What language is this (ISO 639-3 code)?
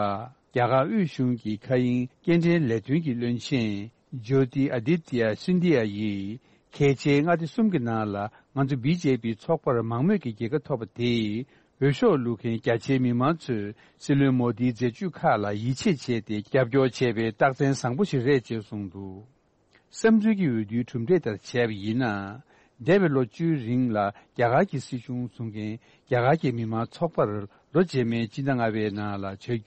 bod